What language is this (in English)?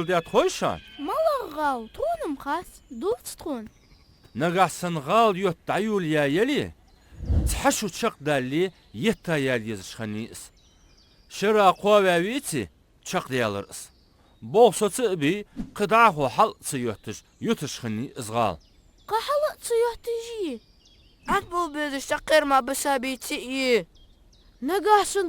Ingush